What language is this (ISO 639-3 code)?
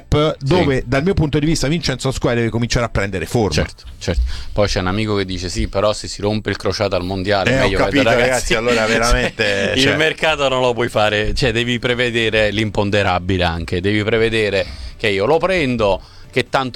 ita